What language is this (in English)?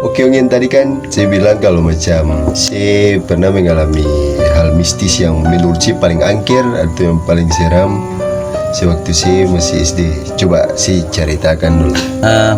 Ambonese Malay